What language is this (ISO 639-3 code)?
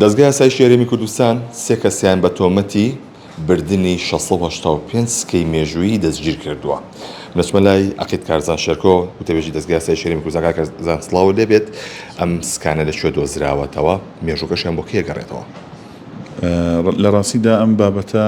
ckb